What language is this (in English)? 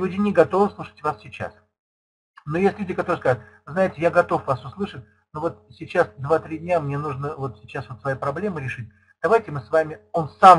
Russian